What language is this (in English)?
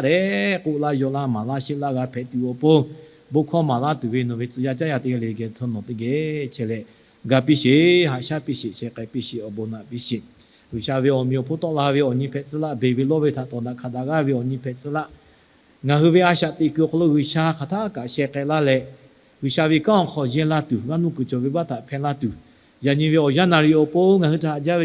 Lahu